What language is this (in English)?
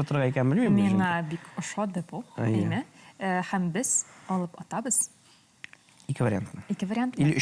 Tatar